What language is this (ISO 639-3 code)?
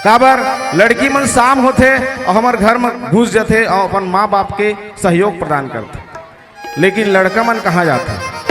hne